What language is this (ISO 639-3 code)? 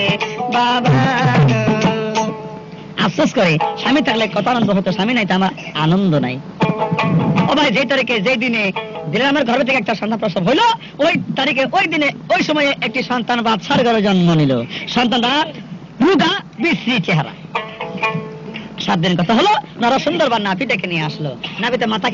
ben